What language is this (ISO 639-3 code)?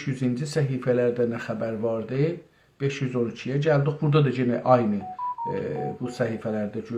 azb